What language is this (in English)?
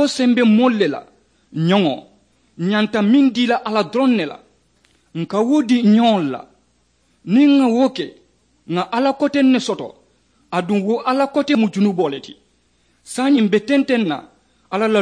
Mandingo